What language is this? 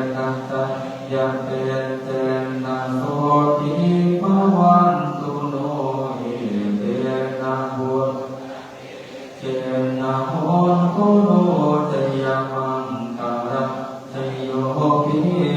Pali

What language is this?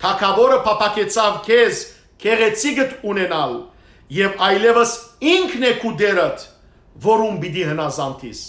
Western Armenian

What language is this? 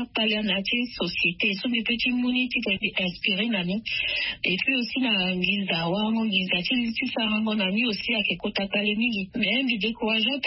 Sango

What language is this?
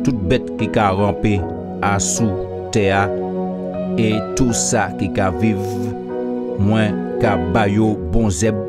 Guadeloupean Creole French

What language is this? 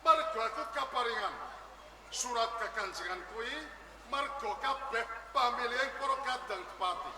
Javanese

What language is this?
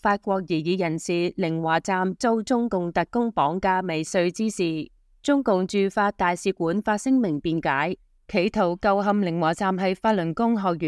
Cantonese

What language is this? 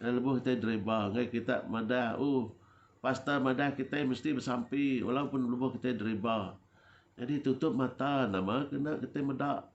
Iban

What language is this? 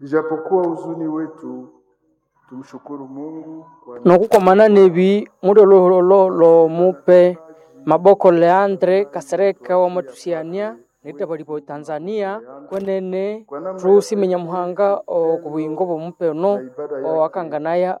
Nande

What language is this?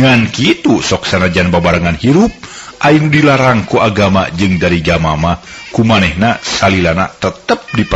Sundanese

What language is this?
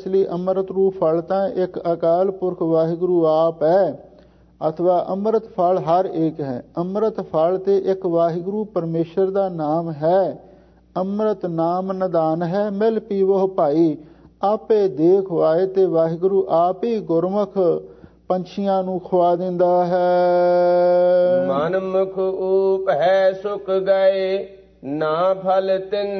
Punjabi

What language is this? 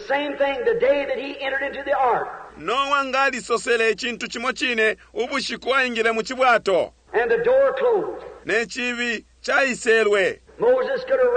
Bemba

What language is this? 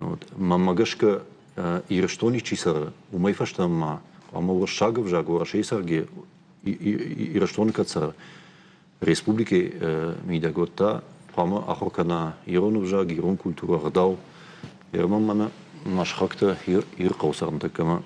Ossetic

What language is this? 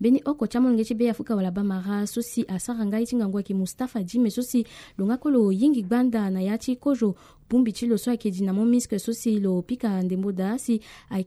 Sango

